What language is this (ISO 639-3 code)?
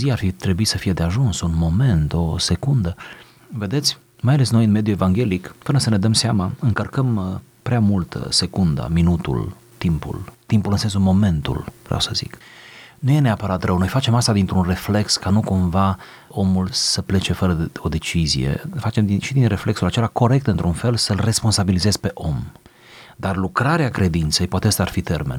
ron